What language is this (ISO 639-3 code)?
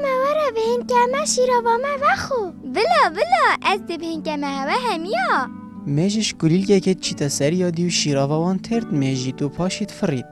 kur